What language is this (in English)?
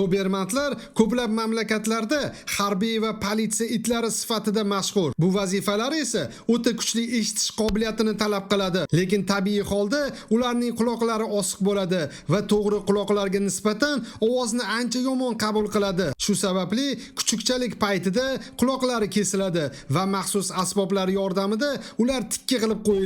Uzbek